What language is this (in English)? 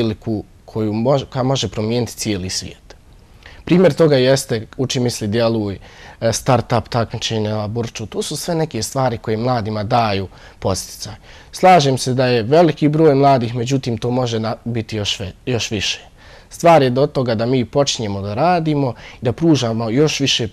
Bosnian